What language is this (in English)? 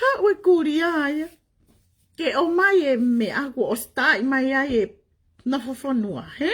Tongan